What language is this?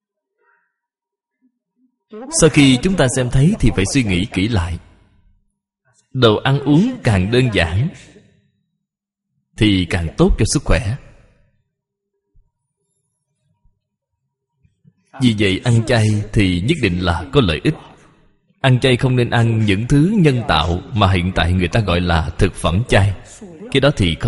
Vietnamese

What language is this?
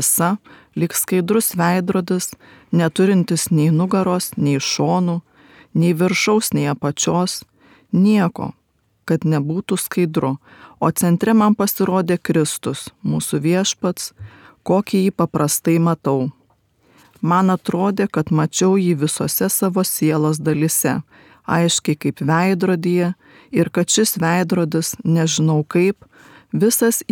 Lithuanian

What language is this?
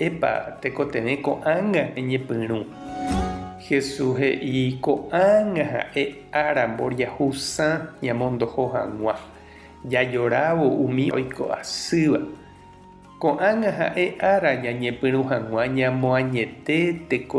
Guarani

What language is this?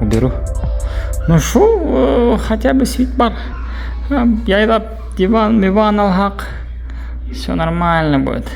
Bashkir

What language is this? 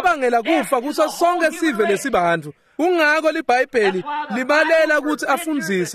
Swati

